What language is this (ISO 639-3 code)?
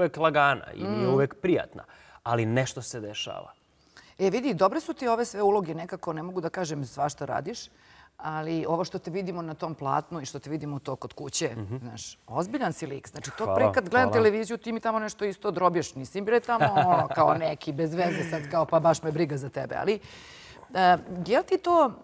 srp